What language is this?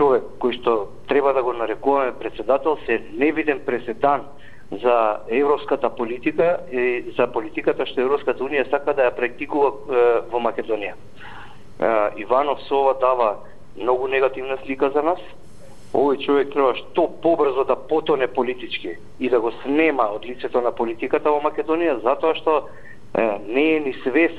Macedonian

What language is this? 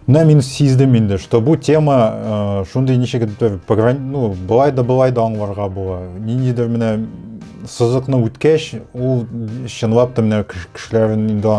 Tatar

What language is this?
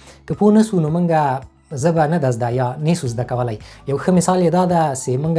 Pashto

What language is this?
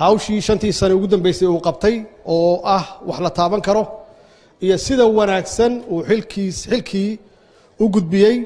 Somali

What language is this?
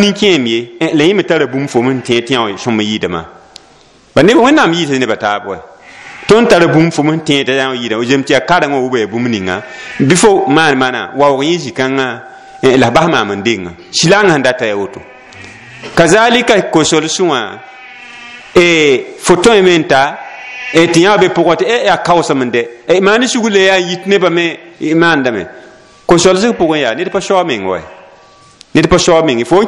Mossi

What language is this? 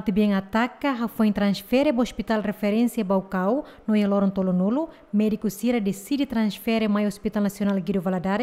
Tetum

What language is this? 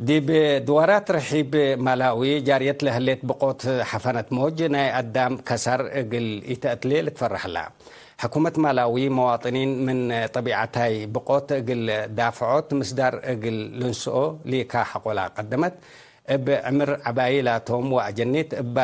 Tigre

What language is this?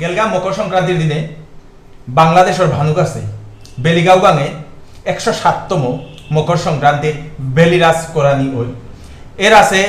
Bishnupriya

